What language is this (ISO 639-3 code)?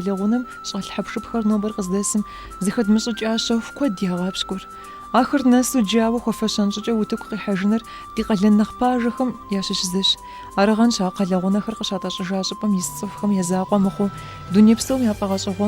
kbd